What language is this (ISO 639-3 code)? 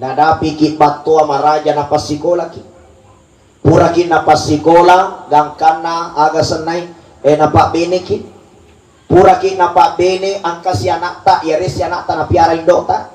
bug